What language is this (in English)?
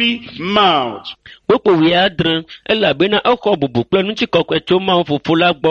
Ewe